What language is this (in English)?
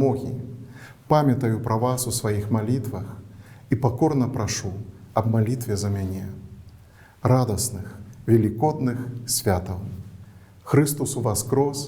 Belarusian